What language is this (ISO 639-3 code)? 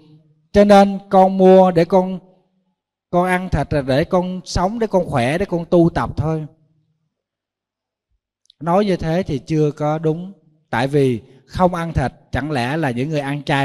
vie